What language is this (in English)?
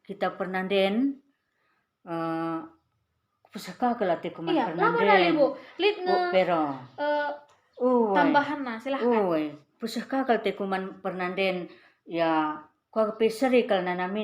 Batak Karo